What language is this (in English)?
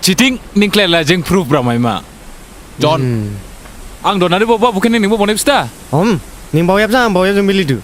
Dimasa